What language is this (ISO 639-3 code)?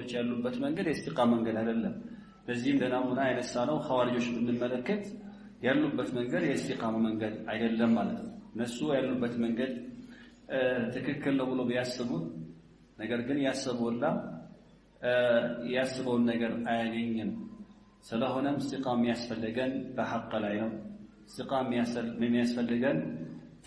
amh